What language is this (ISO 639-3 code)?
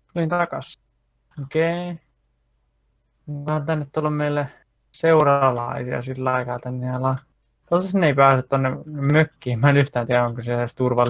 fin